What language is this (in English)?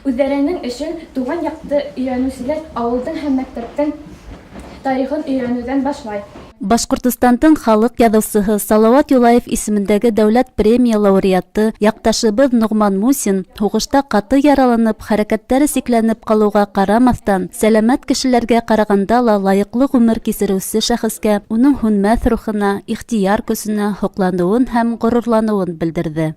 Bashkir